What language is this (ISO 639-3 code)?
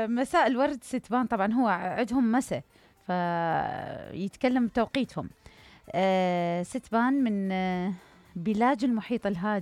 acm